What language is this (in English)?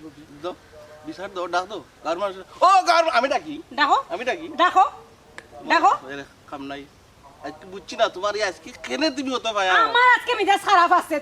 Sylheti